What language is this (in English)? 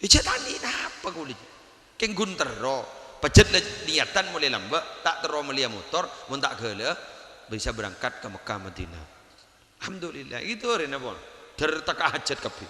Madurese